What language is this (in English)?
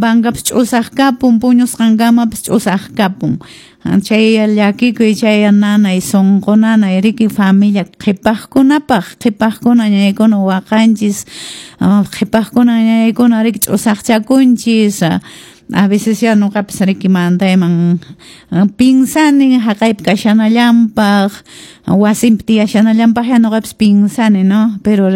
Quechua